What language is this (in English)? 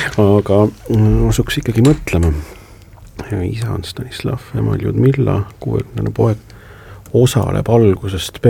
Estonian